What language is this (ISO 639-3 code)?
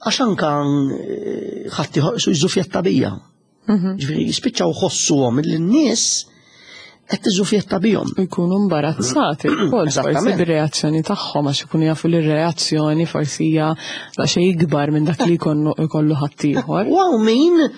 mlt